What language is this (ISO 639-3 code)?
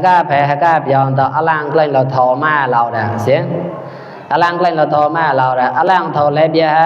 mnw